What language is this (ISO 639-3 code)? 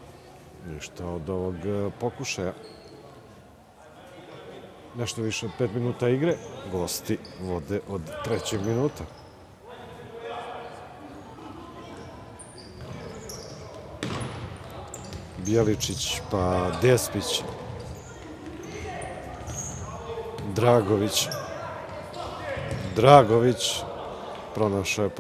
srp